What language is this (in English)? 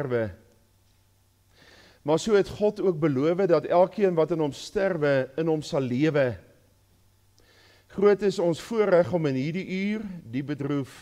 Afrikaans